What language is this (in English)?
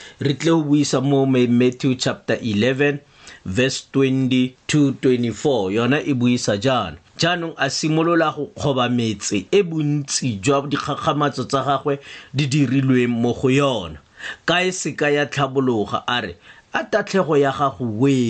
Tswana